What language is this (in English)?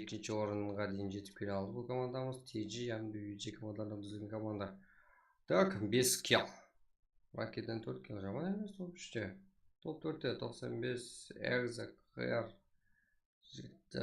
Kara-Kalpak